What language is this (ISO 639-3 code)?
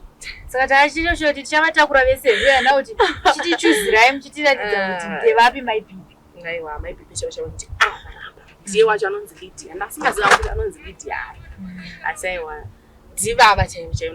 sna